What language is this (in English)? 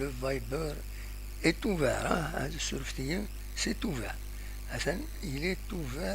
Kabyle